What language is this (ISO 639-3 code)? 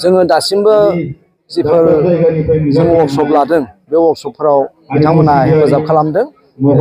brx